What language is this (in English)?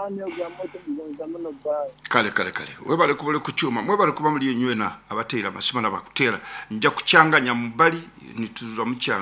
Nyoro